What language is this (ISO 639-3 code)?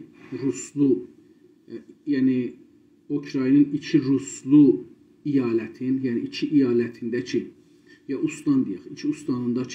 azb